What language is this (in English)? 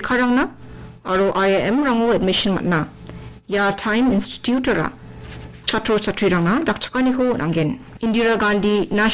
Garo